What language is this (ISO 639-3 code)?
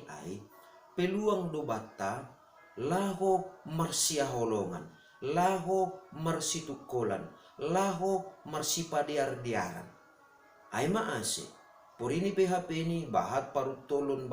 bts